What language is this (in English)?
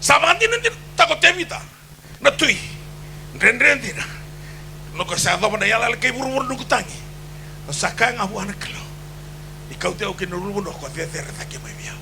Fijian